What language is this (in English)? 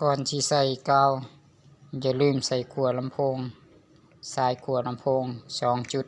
Lao